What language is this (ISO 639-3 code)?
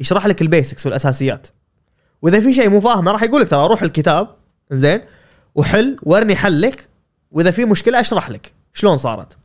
afb